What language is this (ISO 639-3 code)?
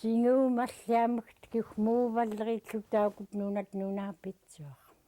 esu